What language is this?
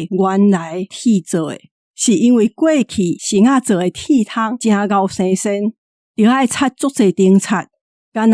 Min Nan Chinese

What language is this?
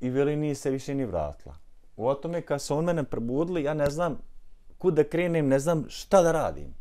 Bosnian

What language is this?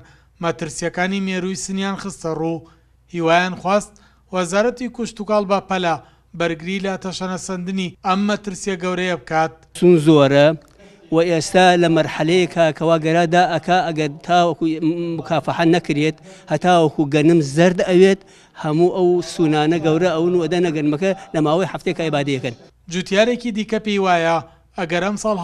Central Kurdish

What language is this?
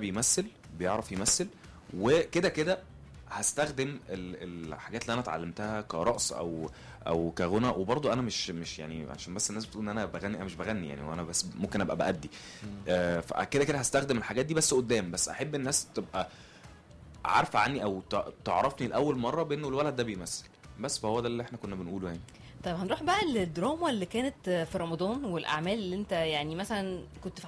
Egyptian Arabic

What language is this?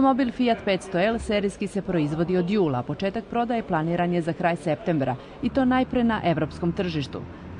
Serbian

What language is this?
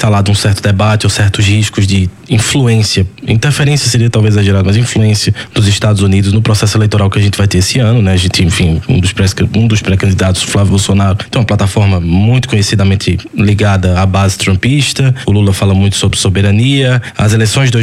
Portuguese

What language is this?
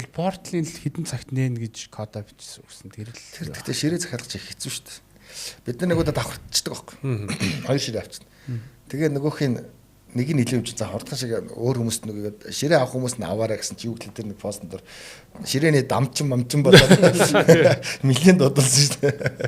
Mongolian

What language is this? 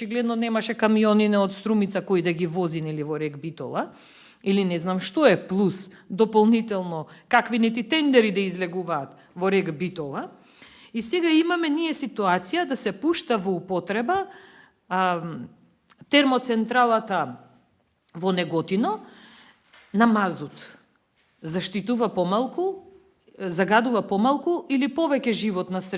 Macedonian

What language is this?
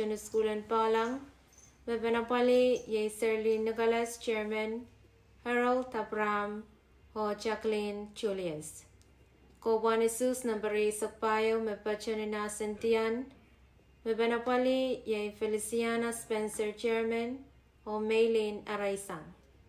Pohnpeian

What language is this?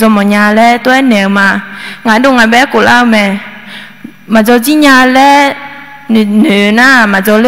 Akha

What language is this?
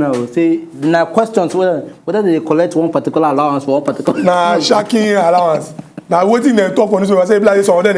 Nigerian Pidgin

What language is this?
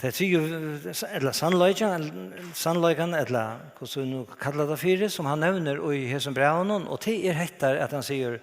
Faroese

